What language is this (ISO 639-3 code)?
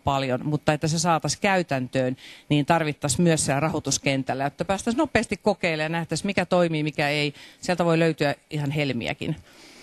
fin